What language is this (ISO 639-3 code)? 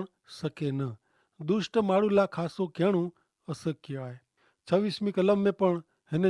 kfr